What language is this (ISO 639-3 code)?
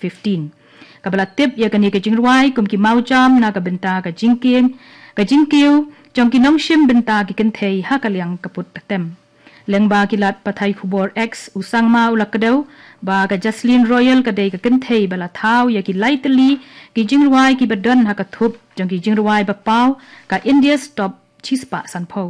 kha